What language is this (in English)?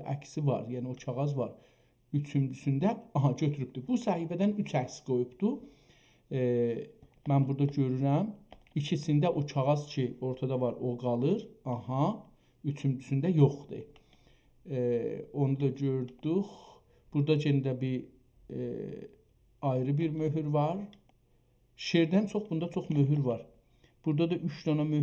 South Azerbaijani